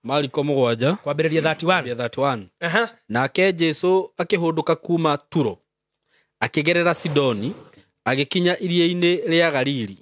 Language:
Kikuyu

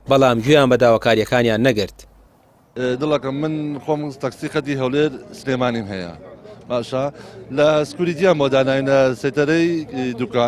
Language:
Central Kurdish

